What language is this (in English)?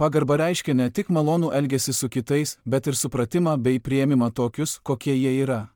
Lithuanian